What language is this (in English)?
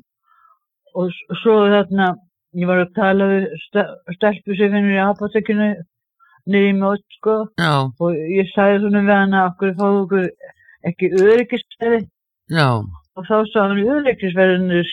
Icelandic